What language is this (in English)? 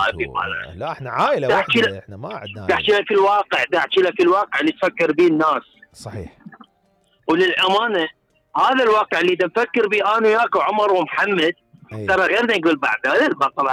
Mesopotamian Arabic